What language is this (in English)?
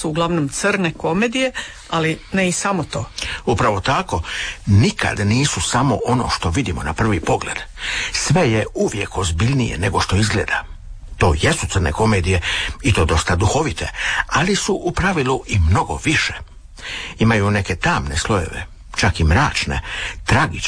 Croatian